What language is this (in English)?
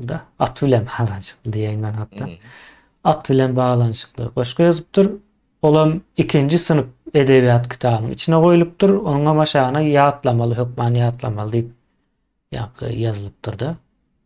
Turkmen